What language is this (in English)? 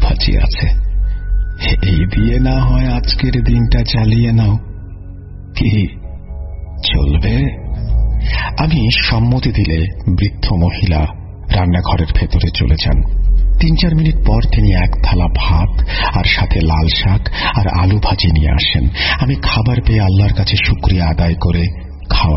Bangla